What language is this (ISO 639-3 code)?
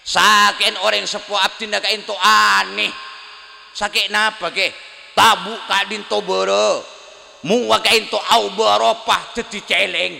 mad